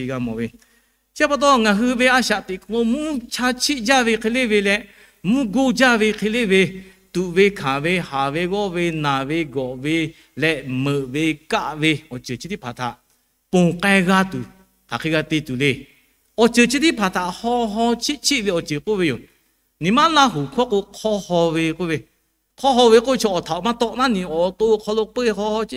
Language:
Lahu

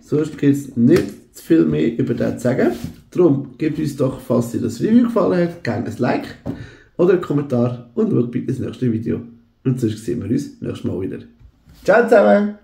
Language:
Swiss German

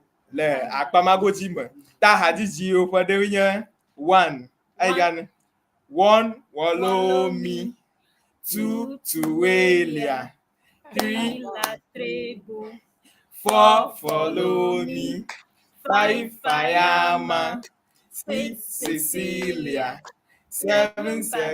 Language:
Ewe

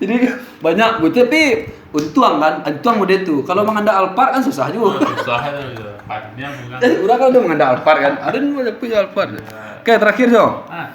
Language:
Minangkabau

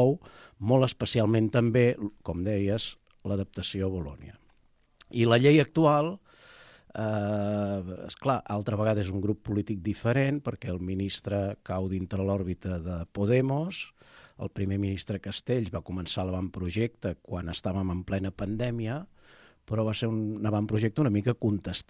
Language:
Catalan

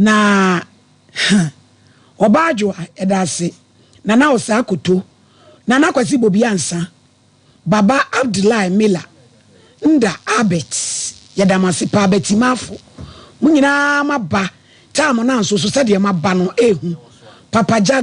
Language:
Akan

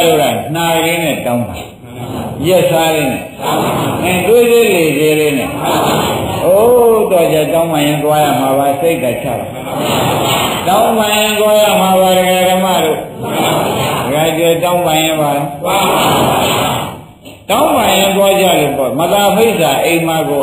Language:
Burmese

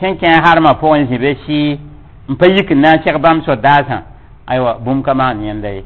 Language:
Mossi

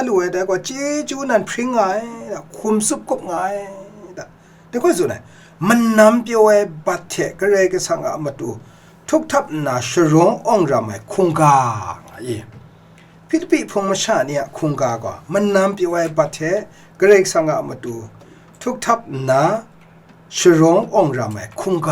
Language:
Kachin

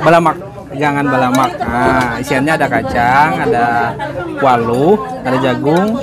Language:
Banjar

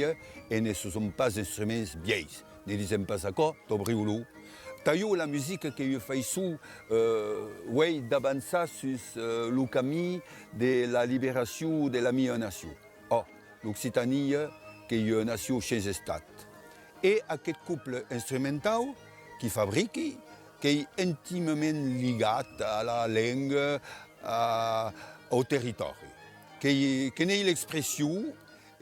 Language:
Occitan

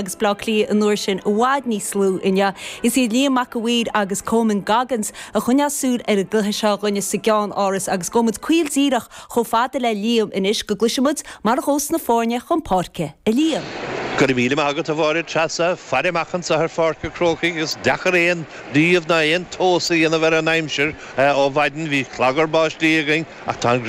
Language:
Irish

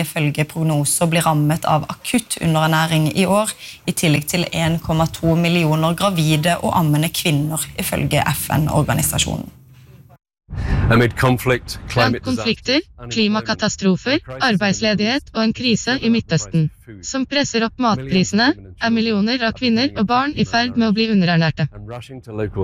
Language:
Norwegian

